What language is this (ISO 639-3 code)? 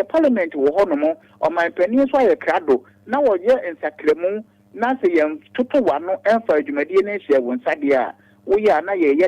aka